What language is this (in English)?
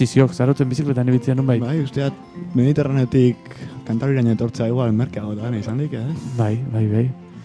Basque